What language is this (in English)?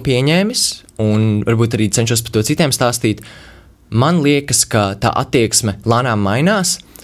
Latvian